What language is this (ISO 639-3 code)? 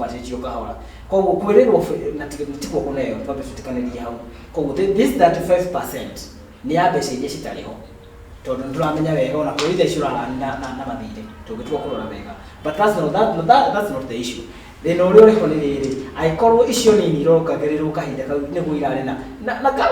kik